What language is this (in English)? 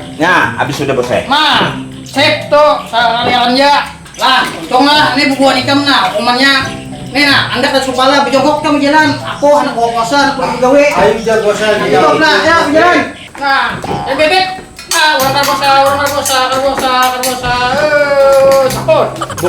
Banjar